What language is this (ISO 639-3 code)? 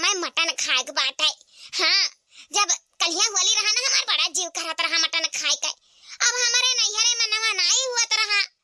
awa